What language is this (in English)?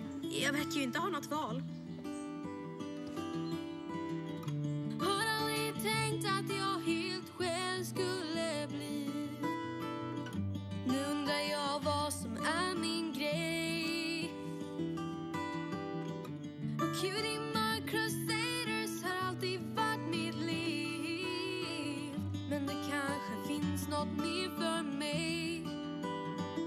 Swedish